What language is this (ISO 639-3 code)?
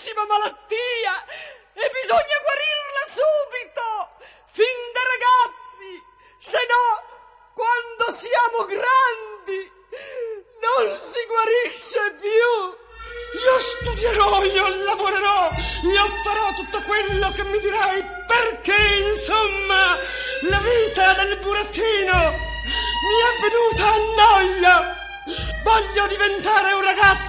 ita